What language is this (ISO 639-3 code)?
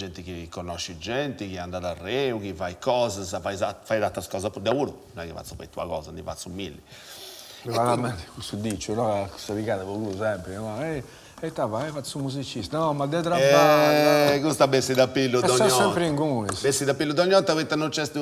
srd